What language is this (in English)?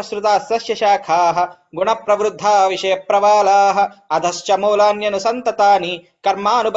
Sanskrit